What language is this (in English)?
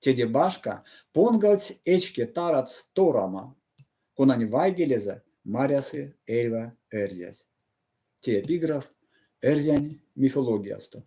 Erzya